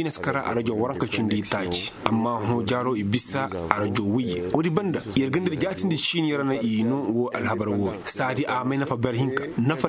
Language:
Koyraboro Senni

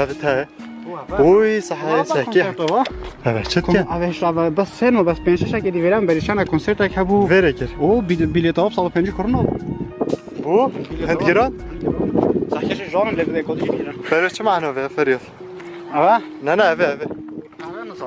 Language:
Kurdish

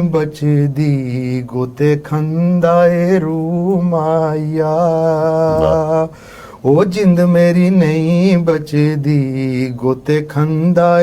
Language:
Dogri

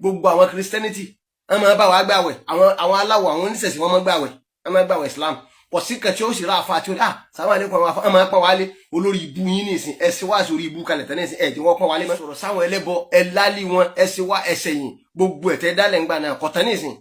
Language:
Yoruba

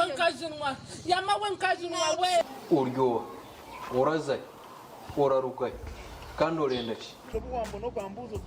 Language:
Nyankole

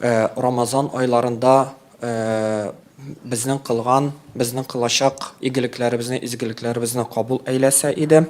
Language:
Tatar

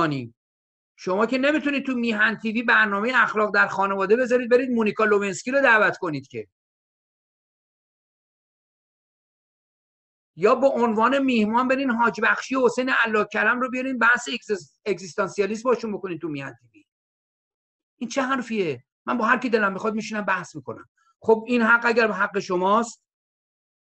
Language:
Persian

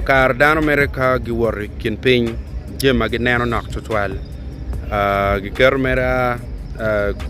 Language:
Acoli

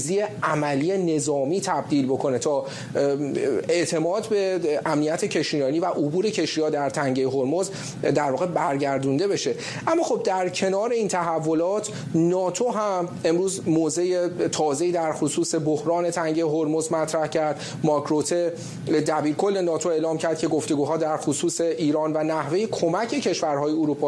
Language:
Persian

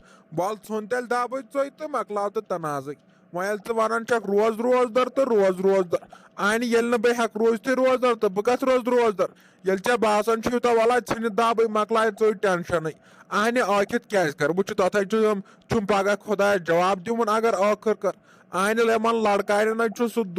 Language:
Kashmiri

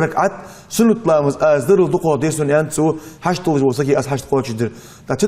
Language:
Ingush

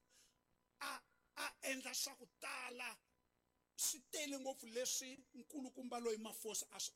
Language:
Tsonga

